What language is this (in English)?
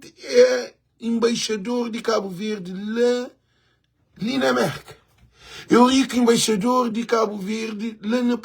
Kabuverdianu